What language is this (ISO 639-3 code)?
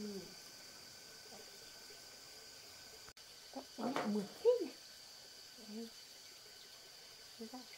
vie